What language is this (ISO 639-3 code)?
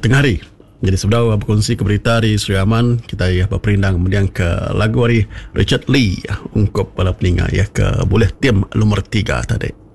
iba